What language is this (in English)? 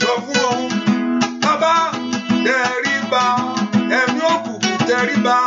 Yoruba